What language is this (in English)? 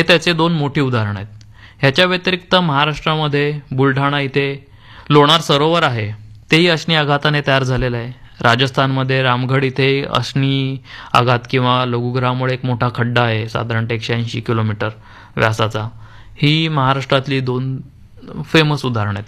Marathi